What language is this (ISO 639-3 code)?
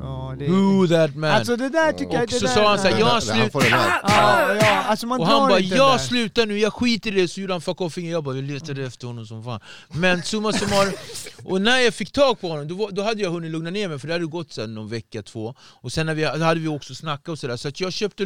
swe